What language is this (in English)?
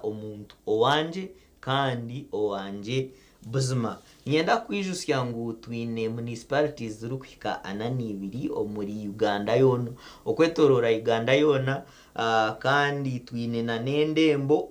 Nyankole